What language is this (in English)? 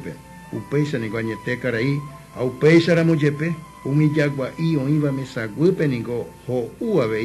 Guarani